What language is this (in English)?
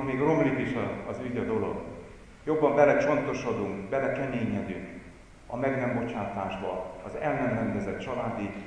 Hungarian